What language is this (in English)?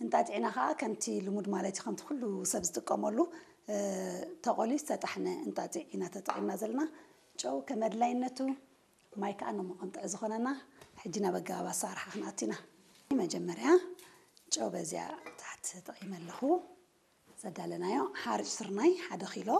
Tigrinya